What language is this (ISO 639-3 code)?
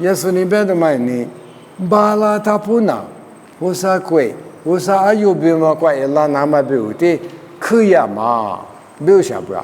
lis